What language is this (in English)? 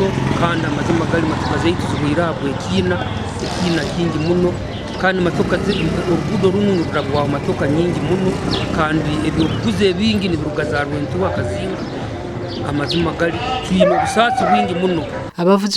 Nyankole